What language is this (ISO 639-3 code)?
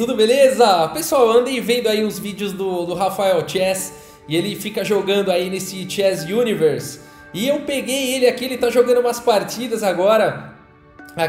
por